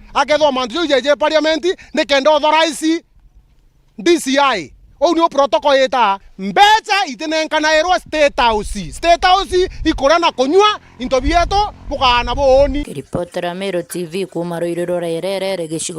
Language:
Meru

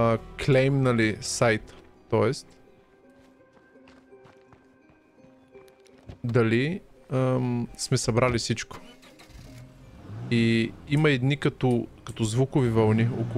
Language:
Bulgarian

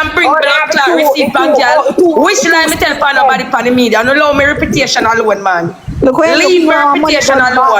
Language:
Jamaican Creole English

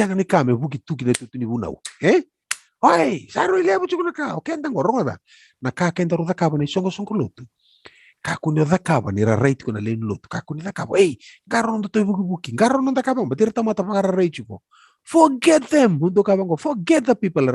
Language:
Fijian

